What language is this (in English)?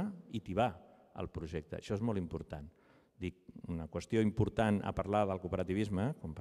Catalan